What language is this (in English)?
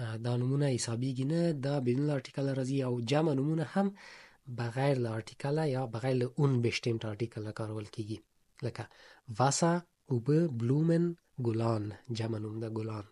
Pashto